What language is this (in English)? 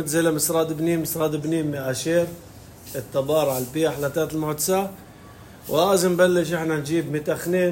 North Levantine Arabic